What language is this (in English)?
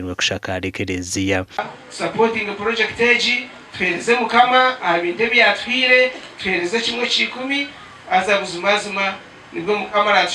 Nyankole